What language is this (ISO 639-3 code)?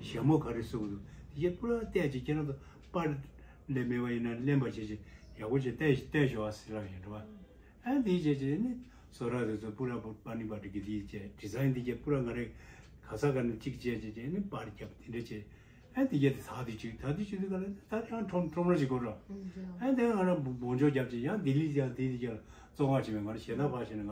bod